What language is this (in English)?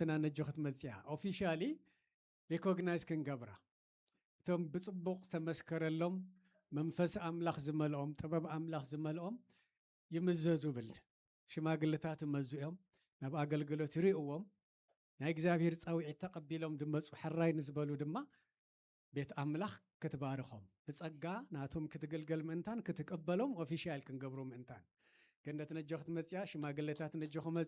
Tigrinya